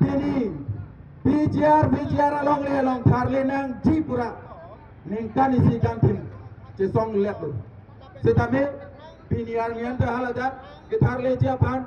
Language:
Karbi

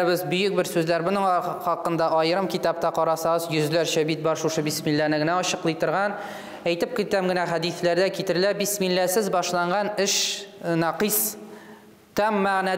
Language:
Tatar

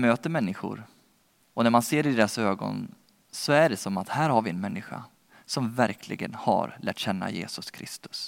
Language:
Swedish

